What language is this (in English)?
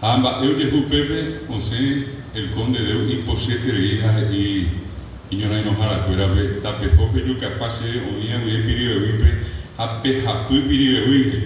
Guarani